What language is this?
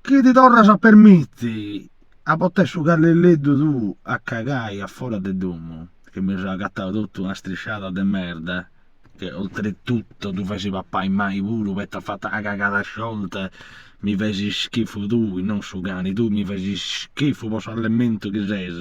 Sardinian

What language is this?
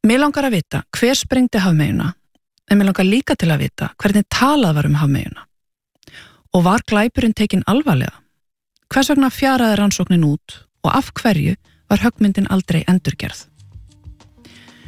Icelandic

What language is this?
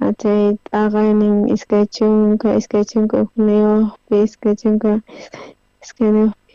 South Bolivian Quechua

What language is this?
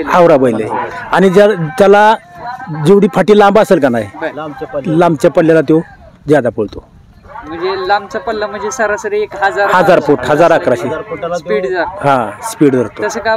Marathi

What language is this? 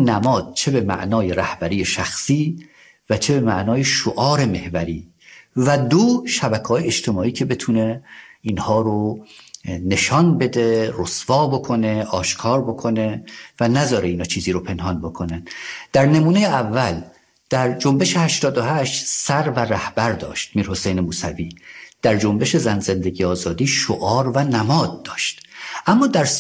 Persian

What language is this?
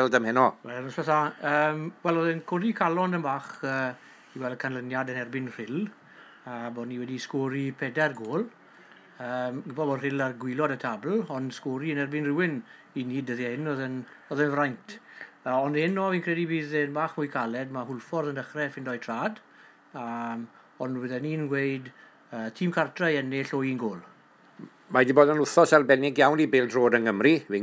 Welsh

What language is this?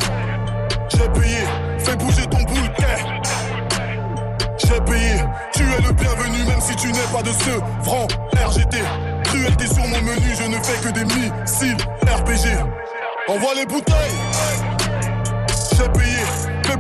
French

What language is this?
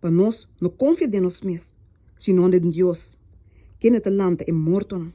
Papiamento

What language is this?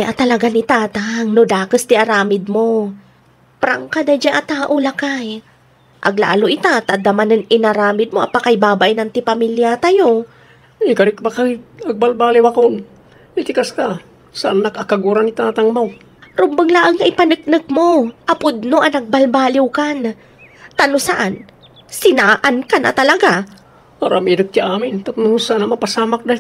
Iloko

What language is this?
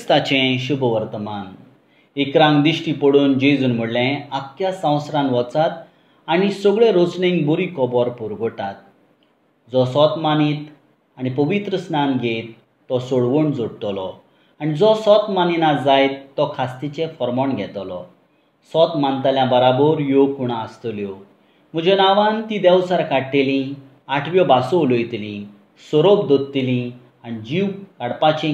Konkani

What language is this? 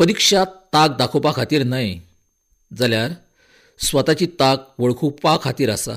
Konkani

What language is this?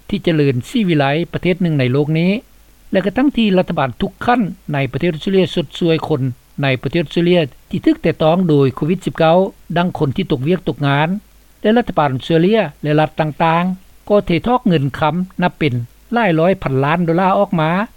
Lao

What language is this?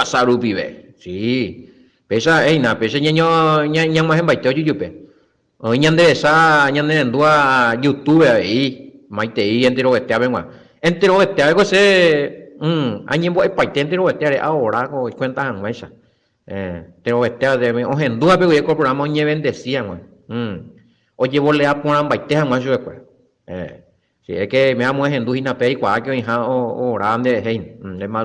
Guarani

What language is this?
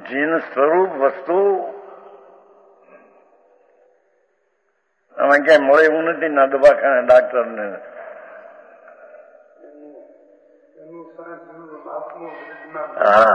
Gujarati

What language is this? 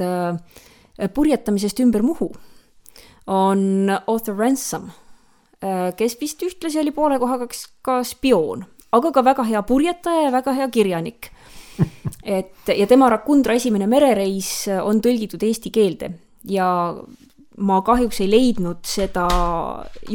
Estonian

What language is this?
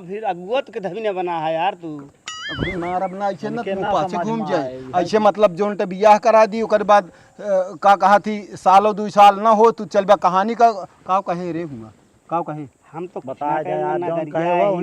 Awadhi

